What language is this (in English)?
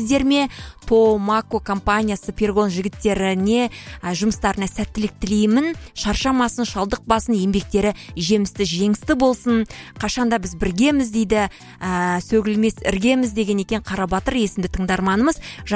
Kazakh